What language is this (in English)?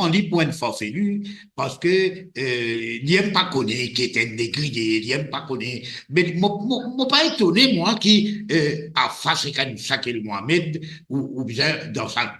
Morisyen